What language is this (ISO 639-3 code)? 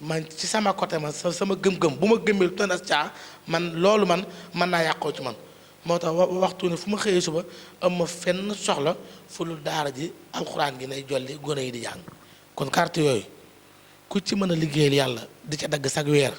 wol